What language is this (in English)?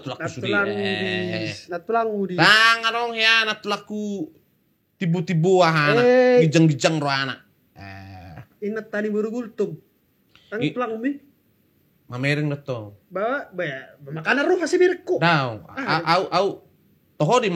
Batak Toba